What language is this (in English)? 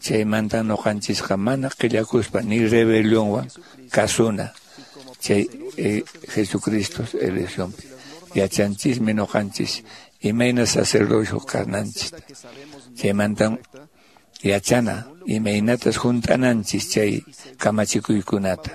Quechua